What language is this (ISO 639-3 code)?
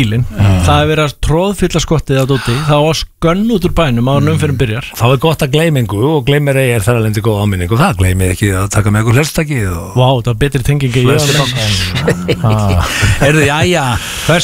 isl